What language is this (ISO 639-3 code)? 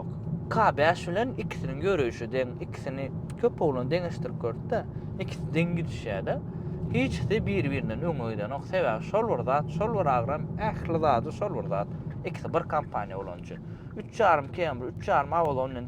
tuk